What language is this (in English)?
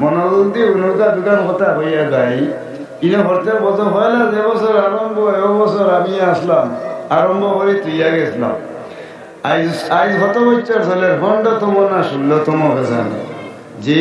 Sylheti